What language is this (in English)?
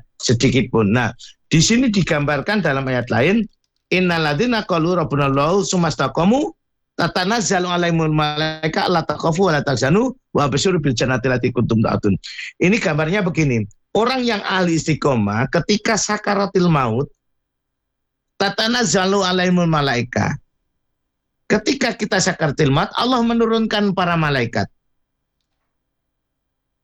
Indonesian